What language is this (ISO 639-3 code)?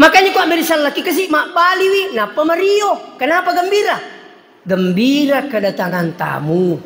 bug